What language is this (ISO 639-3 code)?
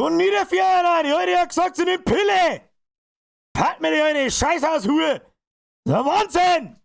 bar